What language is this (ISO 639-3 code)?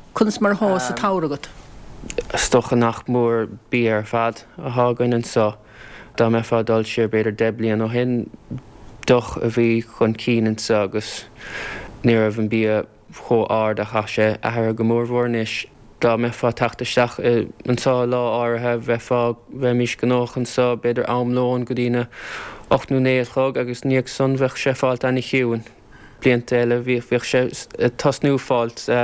gle